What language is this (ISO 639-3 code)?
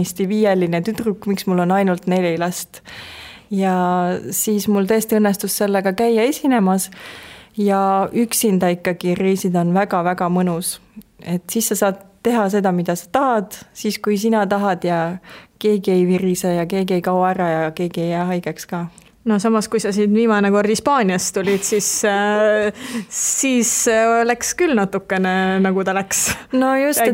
est